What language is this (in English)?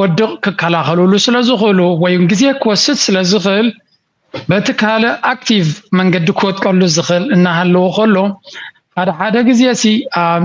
Tigrinya